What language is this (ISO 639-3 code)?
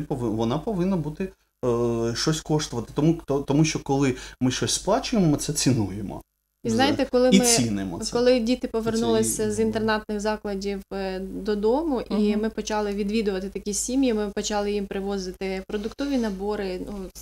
ukr